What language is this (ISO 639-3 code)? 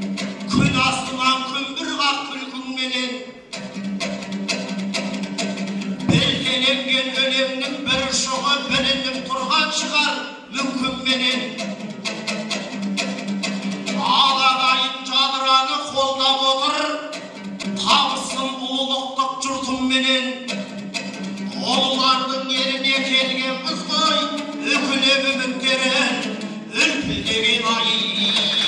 kaz